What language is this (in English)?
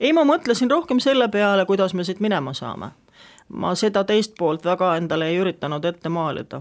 Estonian